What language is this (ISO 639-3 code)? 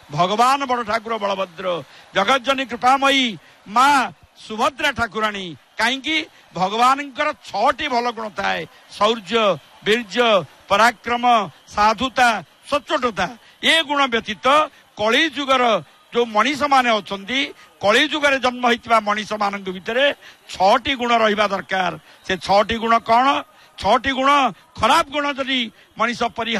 ori